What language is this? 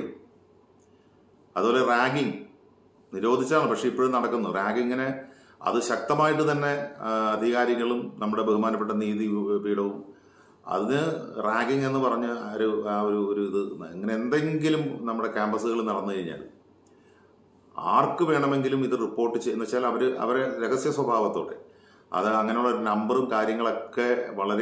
Malayalam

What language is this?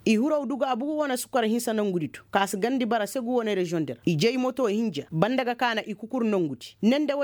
Koyraboro Senni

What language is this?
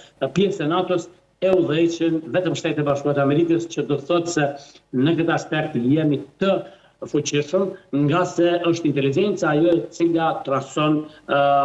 Albanian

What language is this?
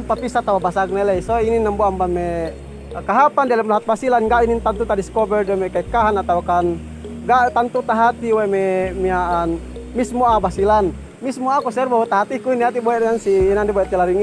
Yakan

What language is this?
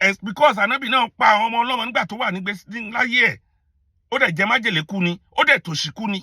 Yoruba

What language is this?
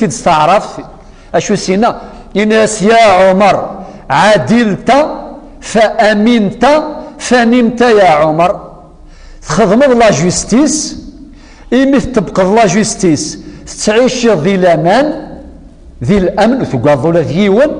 Kabyle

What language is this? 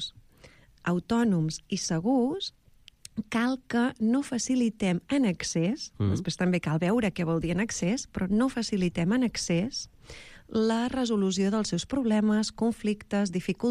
Catalan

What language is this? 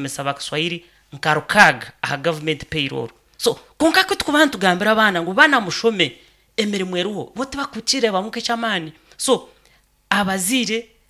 Nyankole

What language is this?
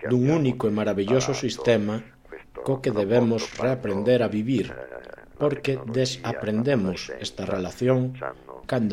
Galician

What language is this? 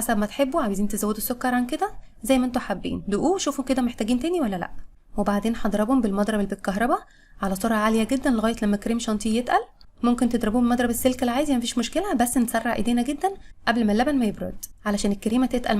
Egyptian Arabic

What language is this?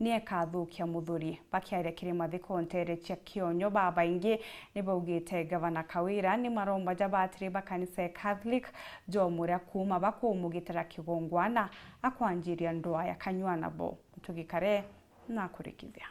Meru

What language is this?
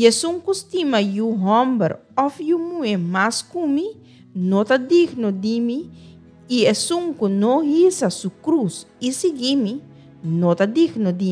Papiamento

